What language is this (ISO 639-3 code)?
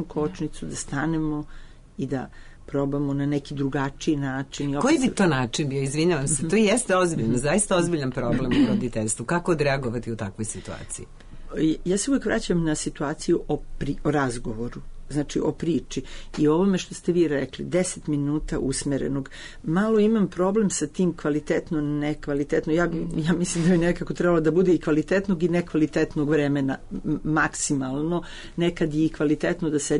srp